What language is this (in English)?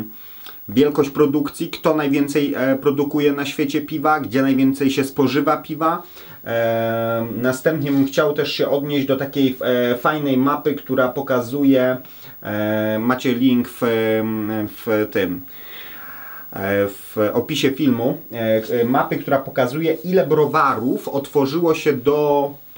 Polish